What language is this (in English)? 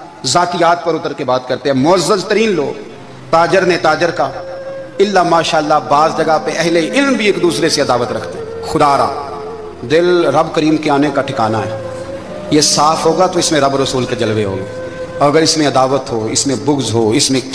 Urdu